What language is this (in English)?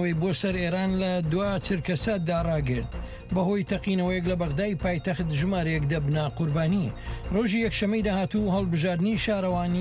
Central Kurdish